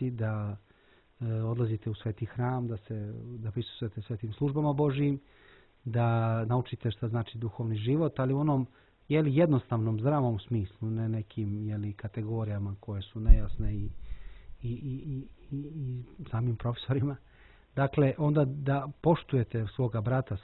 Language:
Serbian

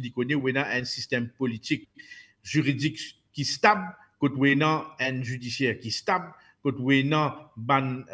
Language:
Morisyen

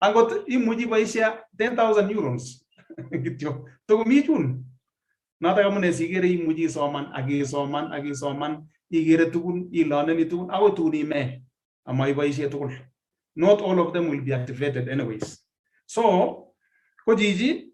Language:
Kalenjin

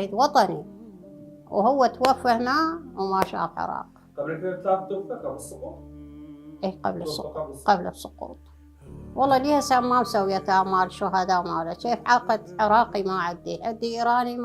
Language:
Mesopotamian Arabic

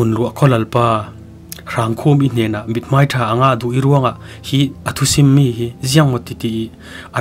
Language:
Falam Chin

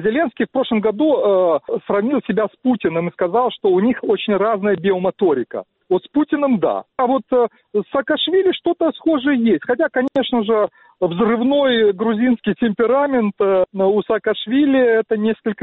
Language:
Russian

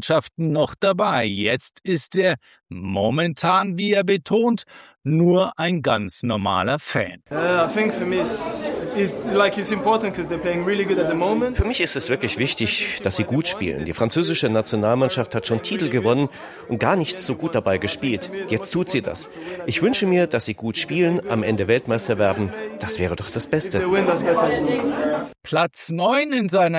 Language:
German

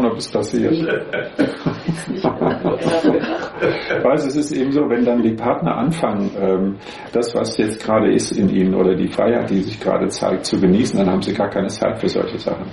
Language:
German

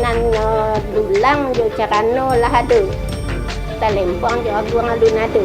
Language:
Minangkabau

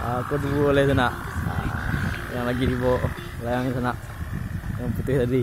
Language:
Minangkabau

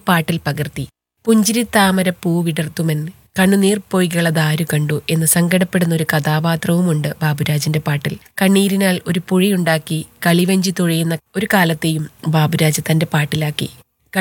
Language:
Malayalam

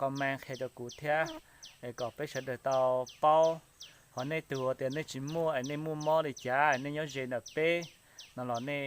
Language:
Hmong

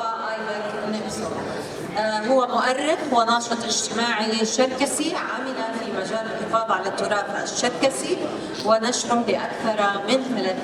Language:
North Levantine Arabic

